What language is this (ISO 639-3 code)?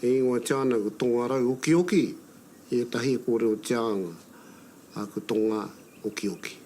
mri